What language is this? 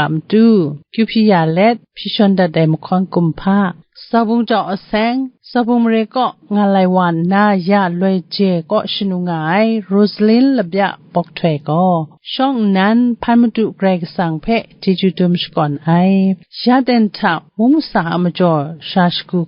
Kachin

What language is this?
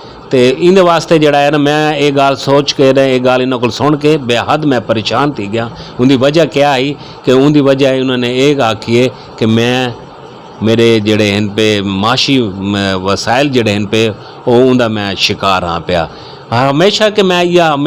Saraiki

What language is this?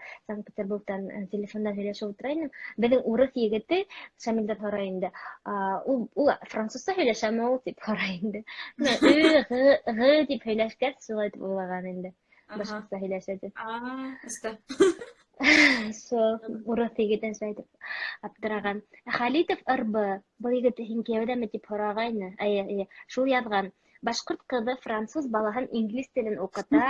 Bashkir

